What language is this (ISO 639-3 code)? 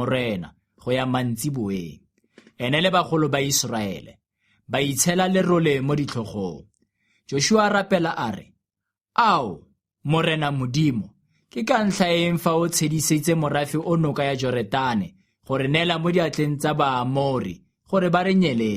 tsn